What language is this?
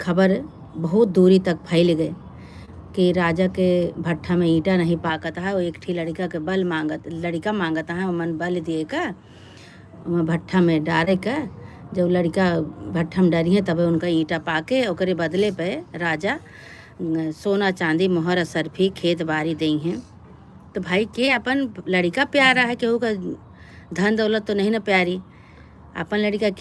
Awadhi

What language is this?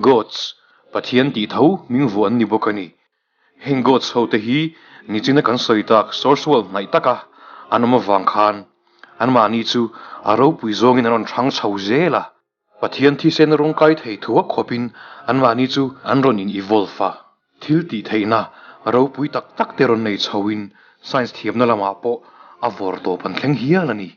Mizo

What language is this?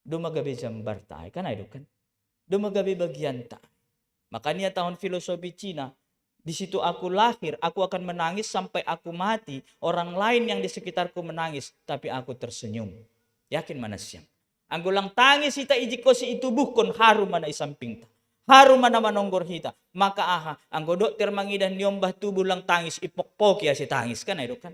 Batak Simalungun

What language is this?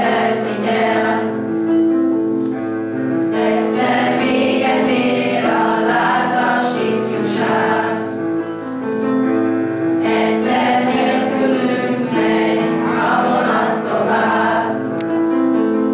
Hungarian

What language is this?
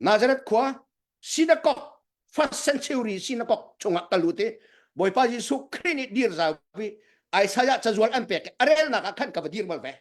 Hakha Chin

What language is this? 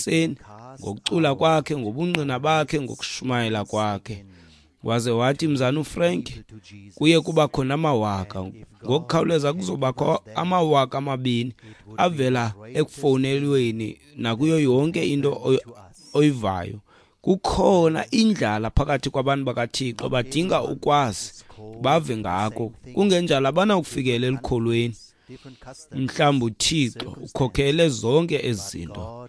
Xhosa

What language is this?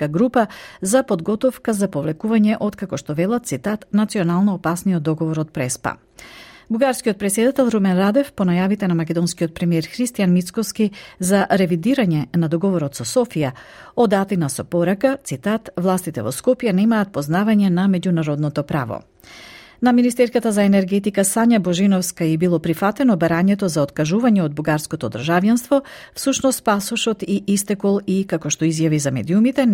Macedonian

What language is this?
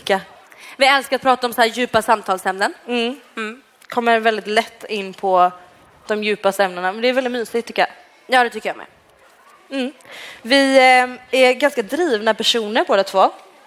Swedish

